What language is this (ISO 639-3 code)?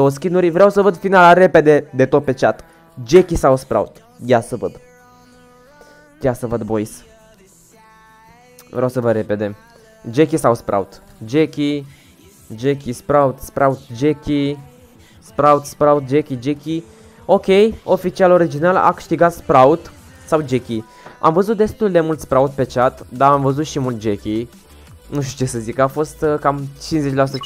ron